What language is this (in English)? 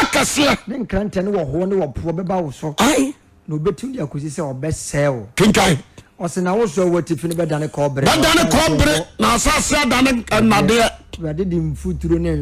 Akan